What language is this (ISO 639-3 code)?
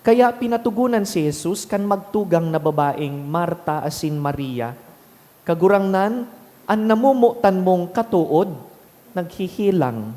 bik